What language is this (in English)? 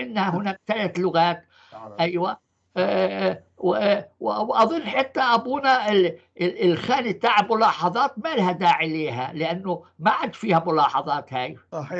North Levantine Arabic